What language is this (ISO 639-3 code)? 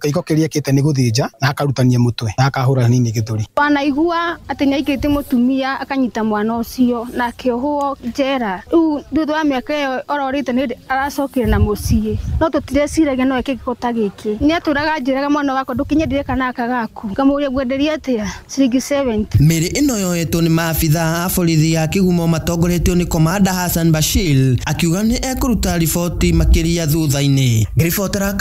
kik